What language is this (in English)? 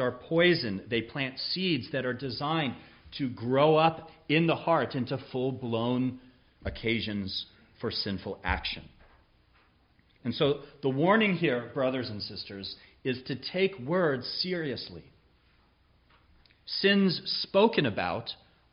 English